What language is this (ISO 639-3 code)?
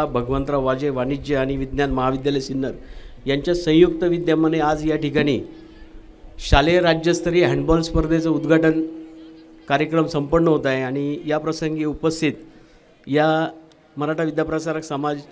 mar